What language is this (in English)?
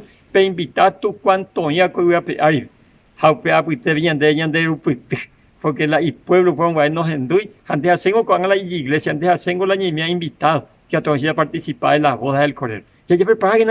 Guarani